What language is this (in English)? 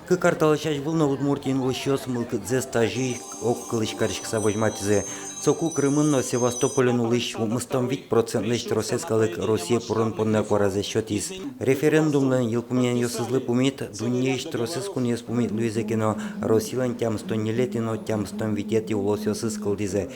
Udmurt